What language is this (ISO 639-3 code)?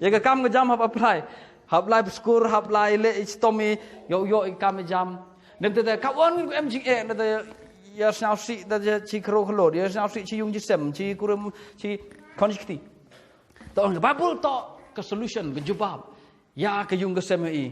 kha